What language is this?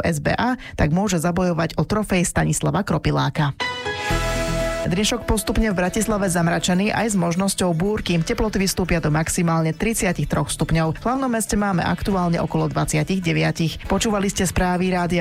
Slovak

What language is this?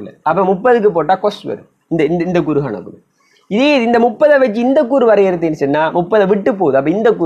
Tamil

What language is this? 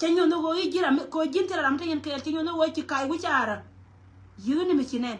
Nuer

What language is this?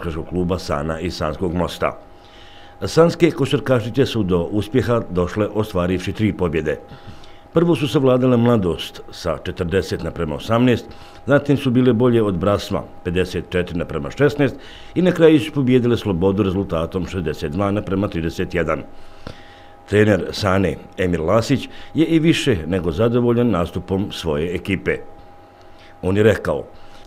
Bosnian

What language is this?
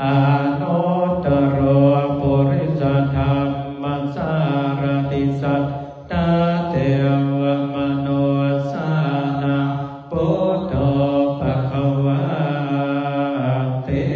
Pali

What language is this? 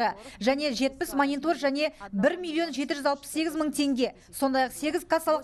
Kazakh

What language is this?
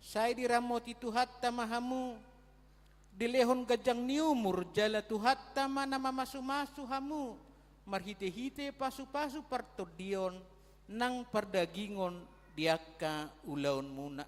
Batak Toba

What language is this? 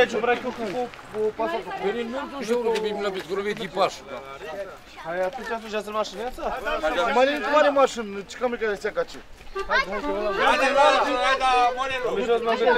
Romanian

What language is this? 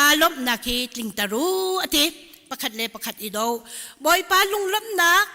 Hakha Chin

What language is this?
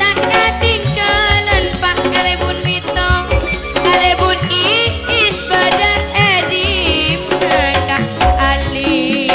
Madurese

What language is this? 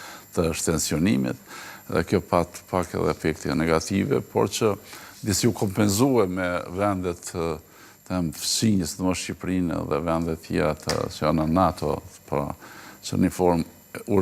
Albanian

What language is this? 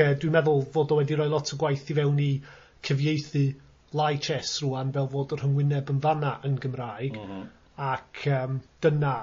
Welsh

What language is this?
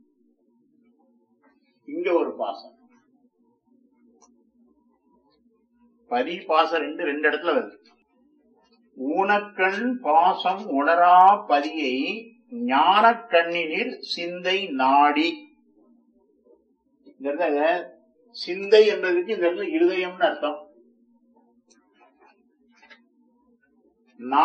Tamil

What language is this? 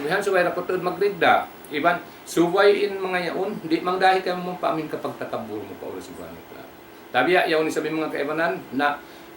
Tausug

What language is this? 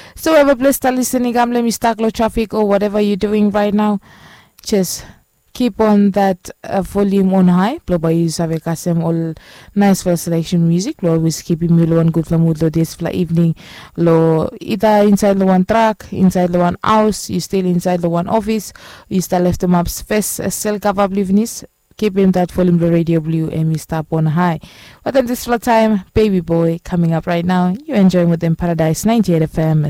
Bislama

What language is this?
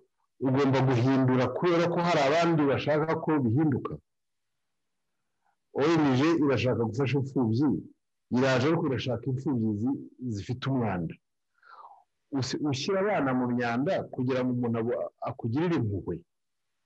Kinyarwanda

